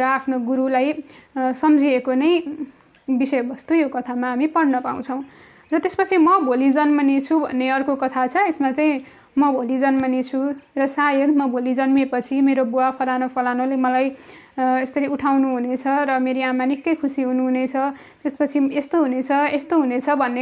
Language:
Nepali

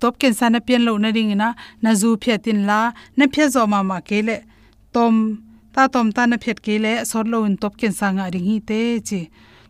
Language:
Tedim Chin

